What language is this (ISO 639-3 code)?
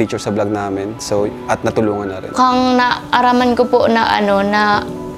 bik